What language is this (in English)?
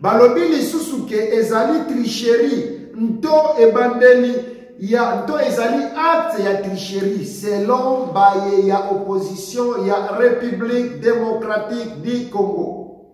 Lingala